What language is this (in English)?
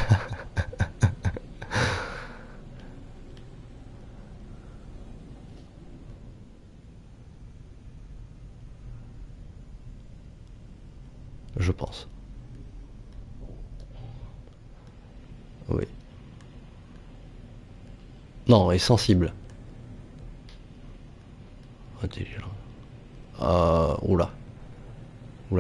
French